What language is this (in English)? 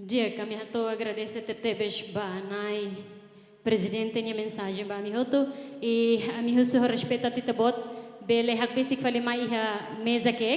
Tetum